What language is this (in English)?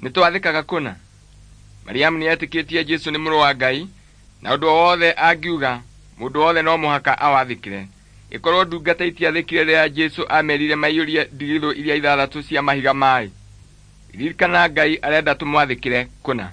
Kikuyu